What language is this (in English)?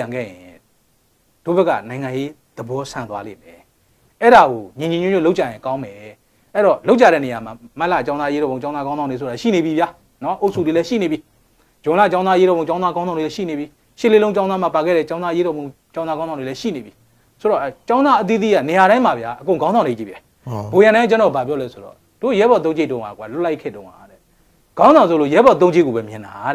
Burmese